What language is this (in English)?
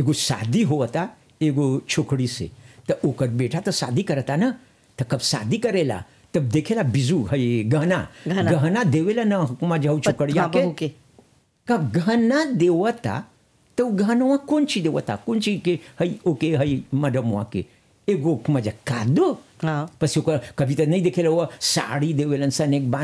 Bhojpuri